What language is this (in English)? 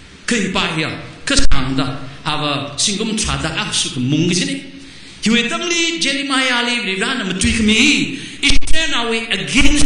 Tangkhul Naga (India)